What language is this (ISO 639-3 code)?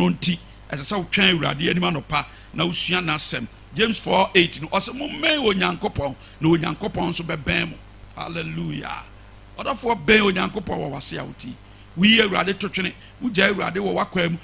aka